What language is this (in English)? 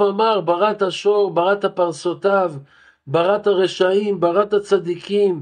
Hebrew